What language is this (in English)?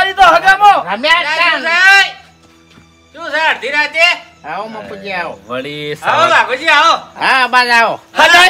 Gujarati